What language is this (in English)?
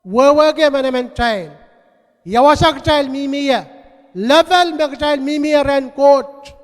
Pohnpeian